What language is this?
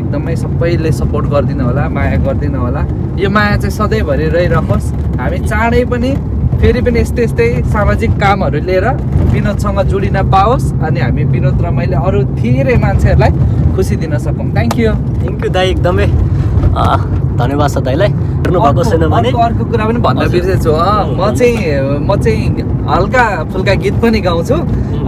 Nepali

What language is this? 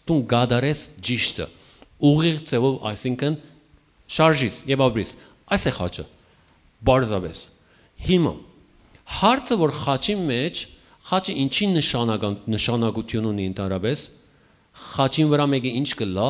Western Armenian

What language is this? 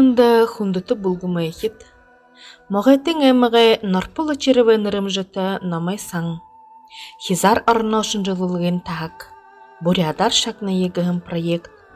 Buriat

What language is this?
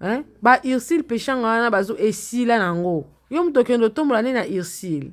Lingala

